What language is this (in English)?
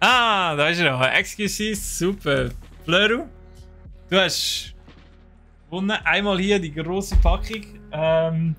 Swiss German